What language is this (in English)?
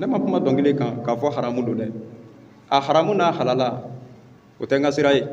Bambara